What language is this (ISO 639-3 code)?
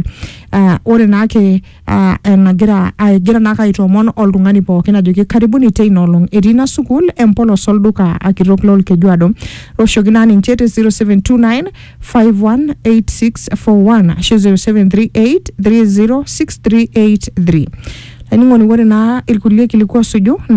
mas